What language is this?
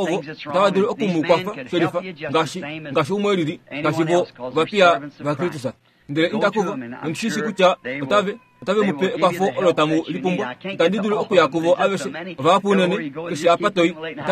Kuanyama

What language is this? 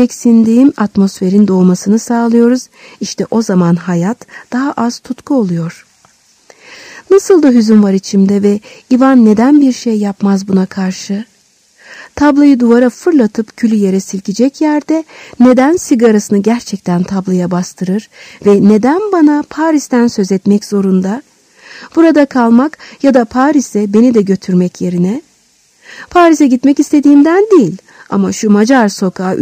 Turkish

